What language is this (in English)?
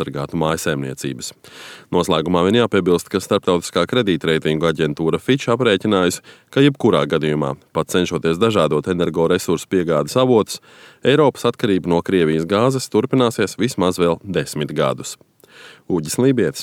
Latvian